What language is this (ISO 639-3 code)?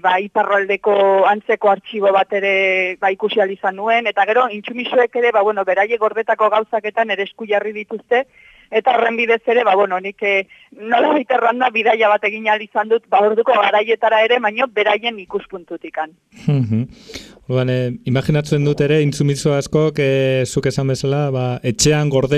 eus